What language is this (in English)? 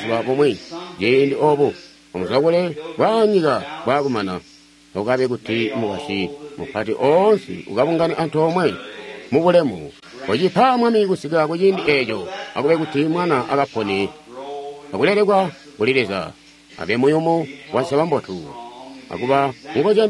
Tonga (Zambia)